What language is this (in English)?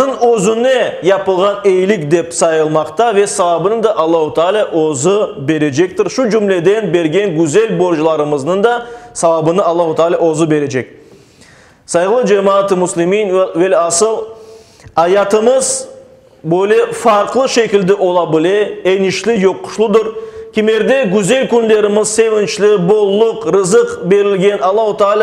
Crimean Tatar